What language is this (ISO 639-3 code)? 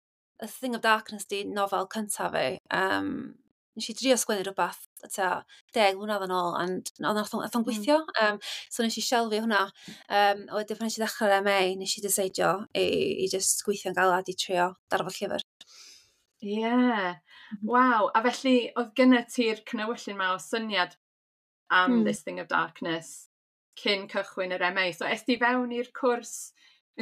cym